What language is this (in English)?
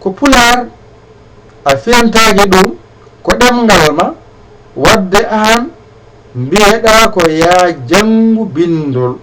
Fula